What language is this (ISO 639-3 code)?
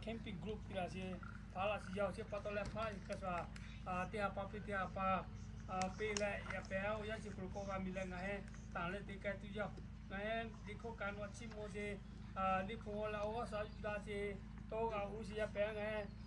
lhu